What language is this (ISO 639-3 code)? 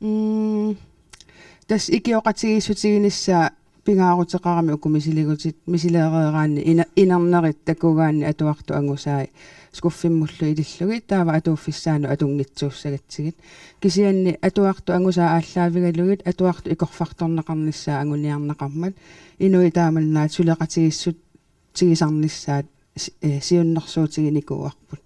kal